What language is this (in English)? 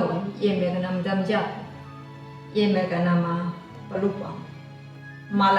Anakalangu